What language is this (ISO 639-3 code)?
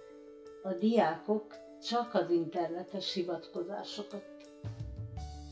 hun